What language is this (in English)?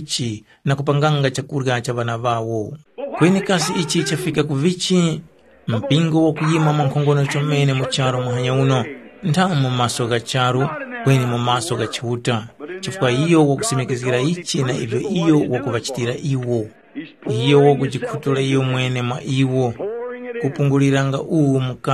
Tumbuka